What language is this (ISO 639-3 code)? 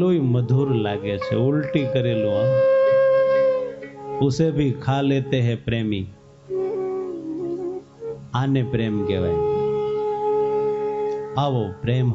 guj